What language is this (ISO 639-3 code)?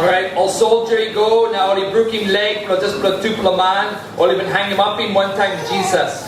tpi